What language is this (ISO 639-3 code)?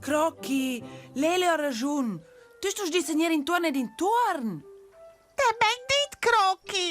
roh